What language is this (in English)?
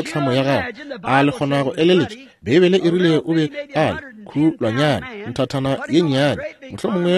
Northern Sotho